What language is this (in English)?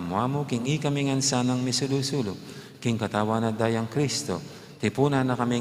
Pampanga